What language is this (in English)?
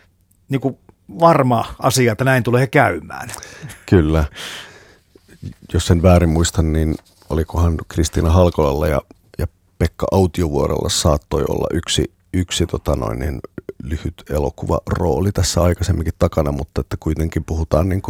Finnish